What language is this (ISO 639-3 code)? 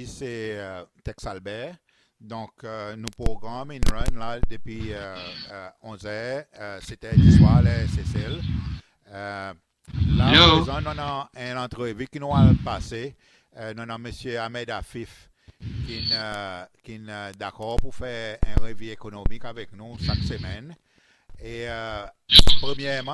crs